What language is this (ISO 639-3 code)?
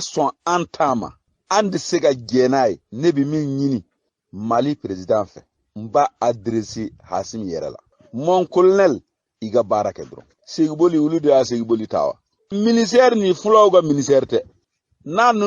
bam